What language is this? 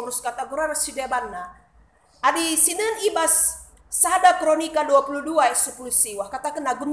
Batak Karo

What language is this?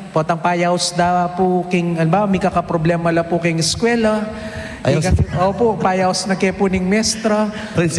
Pampanga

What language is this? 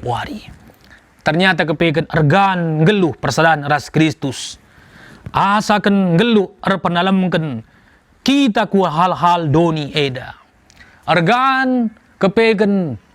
Batak Karo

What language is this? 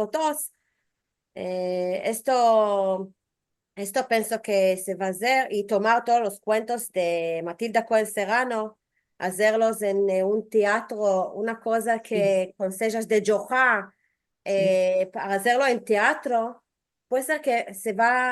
Ladino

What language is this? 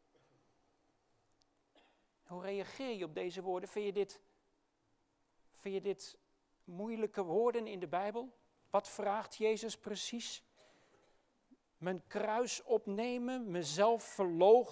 Dutch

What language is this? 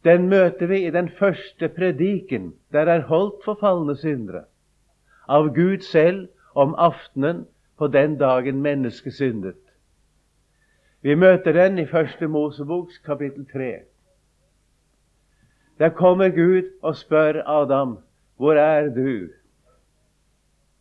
Norwegian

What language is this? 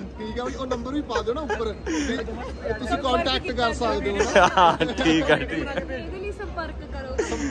Punjabi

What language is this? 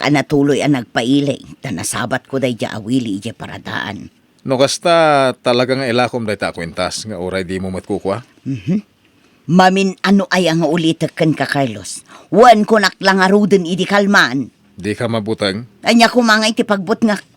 Iloko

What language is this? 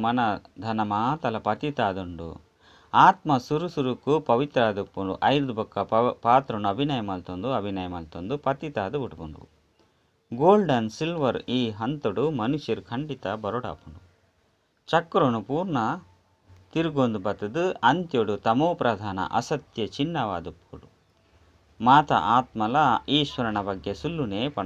Tulu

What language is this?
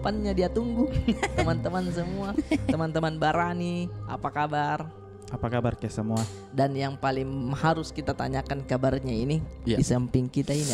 Makassar Malay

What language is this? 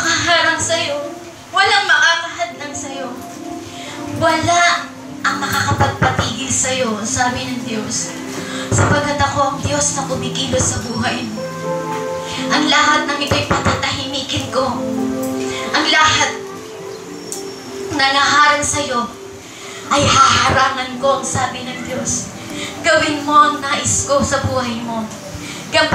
Filipino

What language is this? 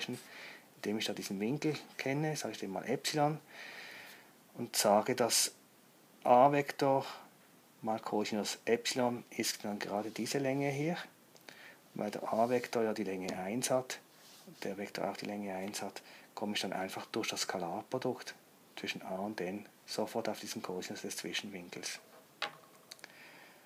German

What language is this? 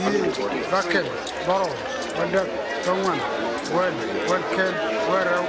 Nuer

